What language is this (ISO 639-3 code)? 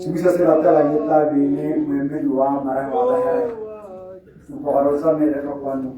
tsn